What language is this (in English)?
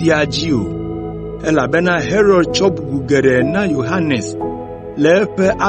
Ewe